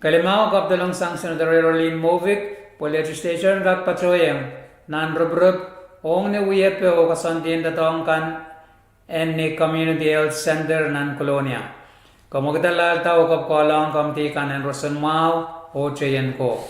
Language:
Pohnpeian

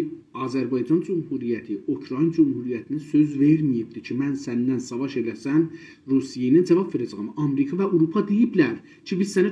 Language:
South Azerbaijani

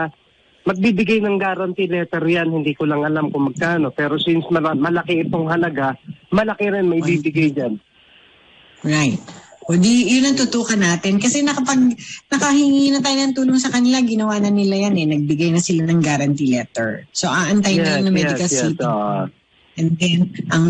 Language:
Filipino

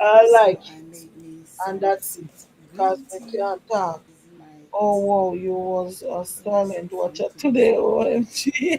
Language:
Jamaican Creole English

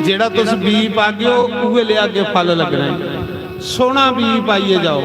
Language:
Dogri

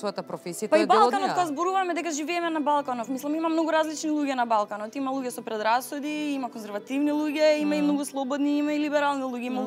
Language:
Macedonian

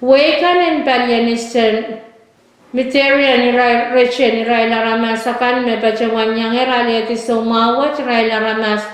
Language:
Pohnpeian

